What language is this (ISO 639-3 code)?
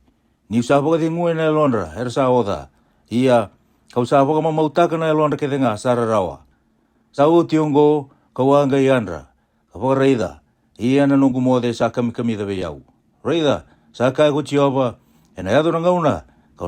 fij